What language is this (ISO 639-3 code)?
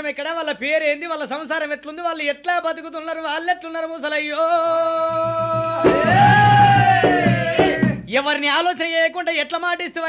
tel